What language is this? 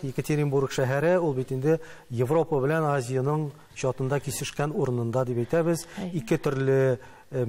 Tatar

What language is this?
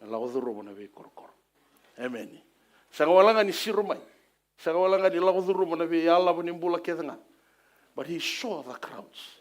Fijian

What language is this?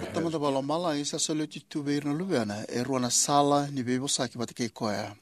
Fijian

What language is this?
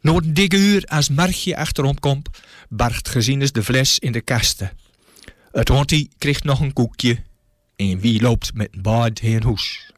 Gronings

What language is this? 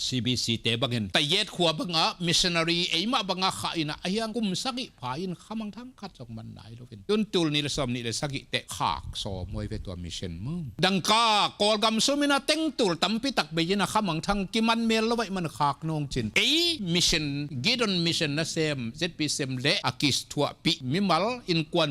Tedim Chin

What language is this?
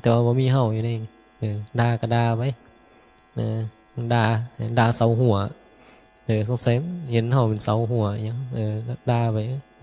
Northeastern Thai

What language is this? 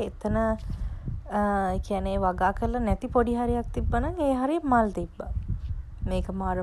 Sinhala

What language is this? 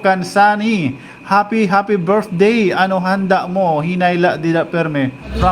Waray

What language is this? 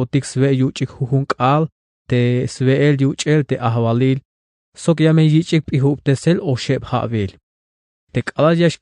Tzeltal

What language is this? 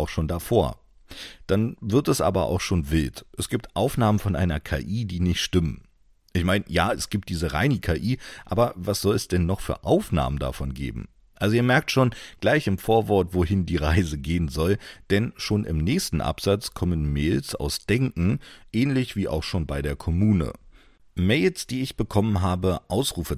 German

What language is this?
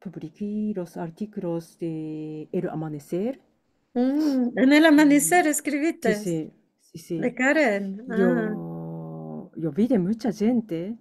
Ladino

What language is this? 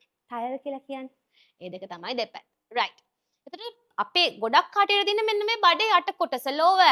Sinhala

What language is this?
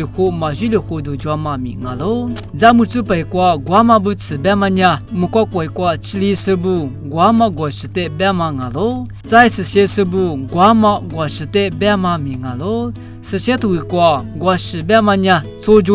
Lisu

